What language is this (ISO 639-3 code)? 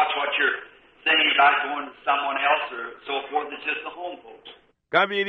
bem